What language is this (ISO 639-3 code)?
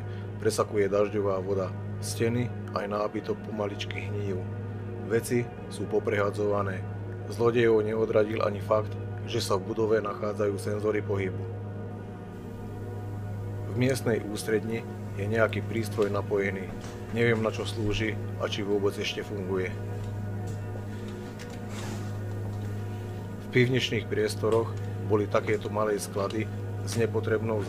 slk